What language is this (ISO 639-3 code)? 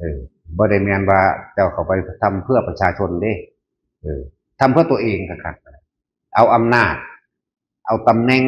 tts